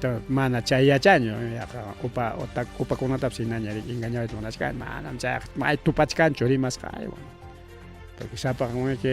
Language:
Ayacucho Quechua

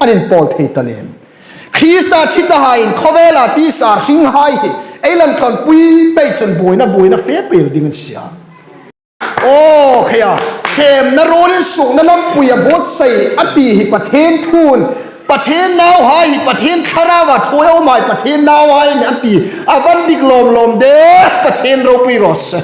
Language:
Hmar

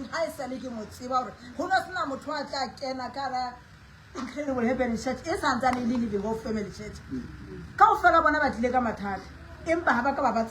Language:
Southern Sotho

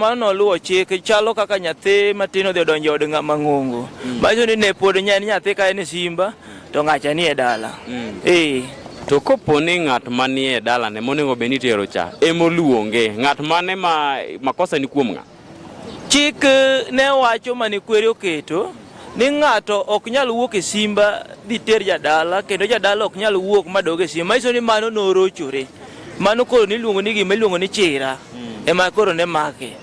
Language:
Luo (Kenya and Tanzania)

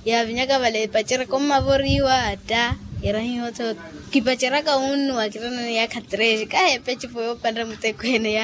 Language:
Makhuwa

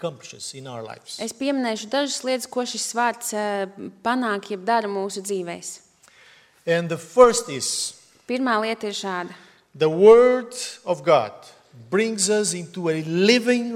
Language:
Latvian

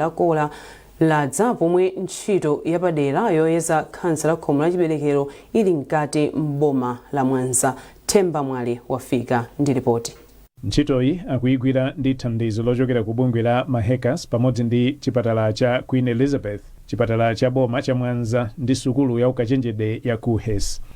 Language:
Nyanja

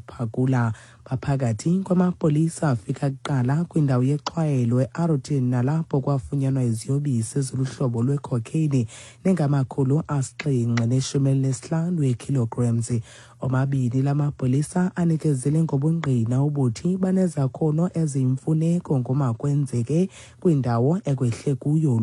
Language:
Xhosa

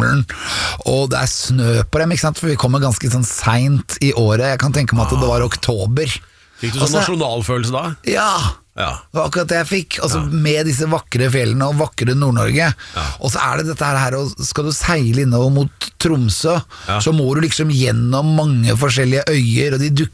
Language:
Norwegian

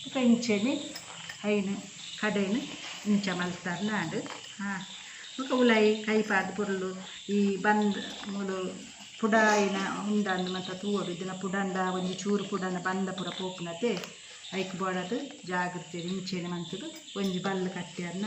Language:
Tulu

